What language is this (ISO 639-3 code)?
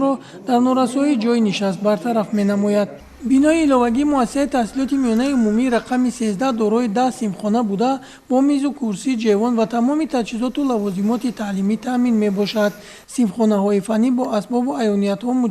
tgk